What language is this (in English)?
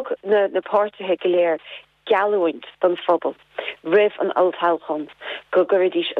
Irish